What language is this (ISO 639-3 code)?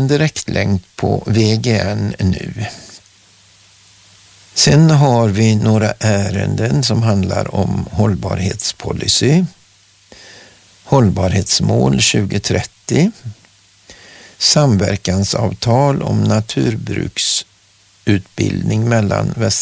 swe